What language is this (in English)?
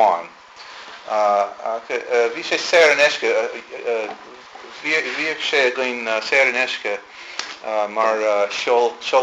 Irish